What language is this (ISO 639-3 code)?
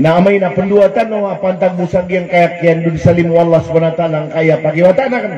mrw